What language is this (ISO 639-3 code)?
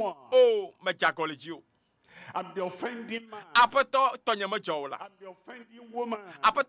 ewe